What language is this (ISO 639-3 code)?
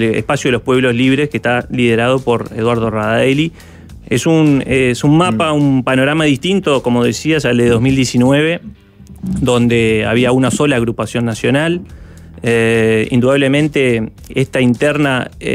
spa